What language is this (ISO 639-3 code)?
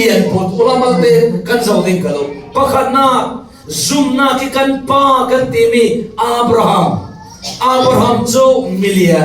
cfm